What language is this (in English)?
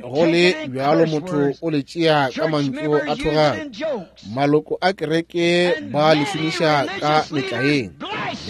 Northern Sotho